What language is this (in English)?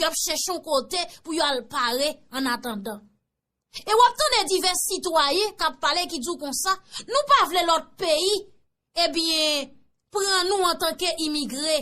Haitian Creole